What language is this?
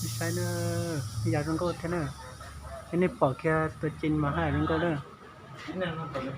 Hmong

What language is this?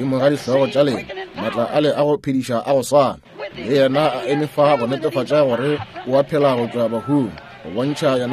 Northern Sotho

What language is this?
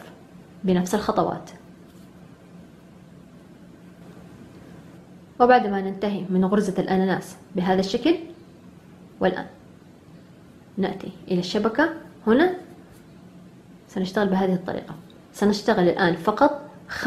Arabic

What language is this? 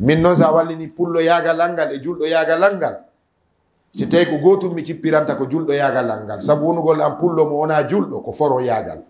Fula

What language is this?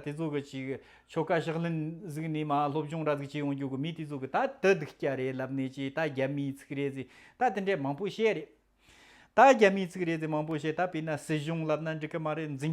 Tibetan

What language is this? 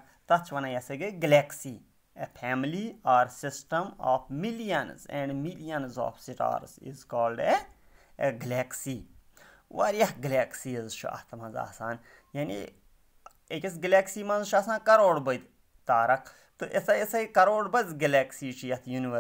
Kashmiri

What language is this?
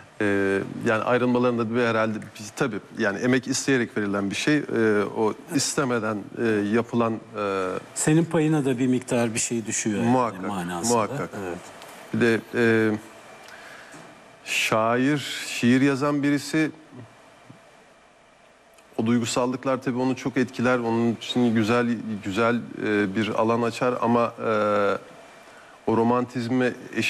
Turkish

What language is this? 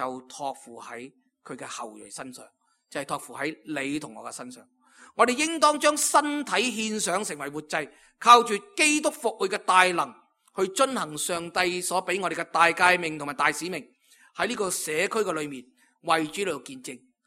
Cantonese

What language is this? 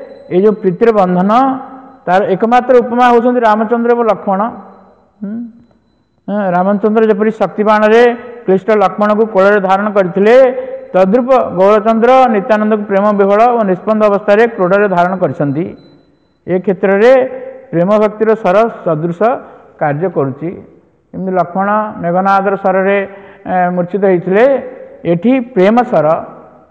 Odia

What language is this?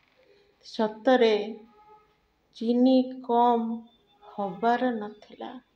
Odia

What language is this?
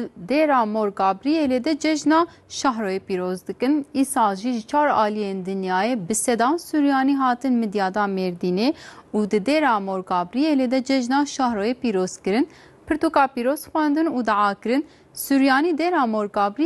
Kurdish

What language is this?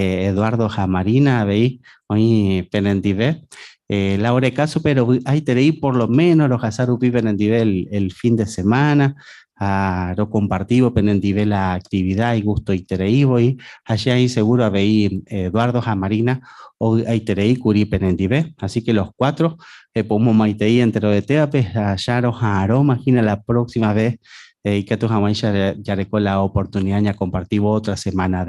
Guarani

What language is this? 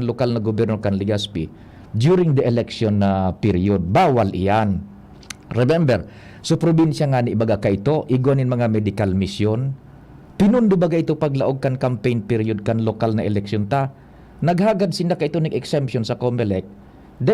Bikol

